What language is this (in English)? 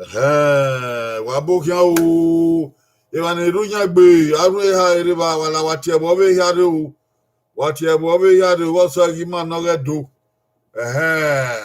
Bini